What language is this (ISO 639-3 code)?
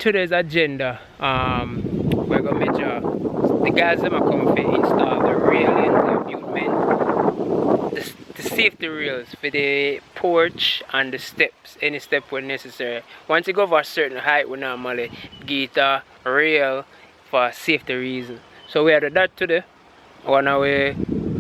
jam